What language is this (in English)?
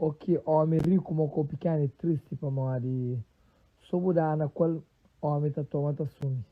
Kabuverdianu